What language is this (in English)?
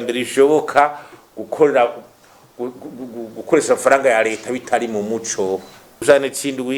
Rundi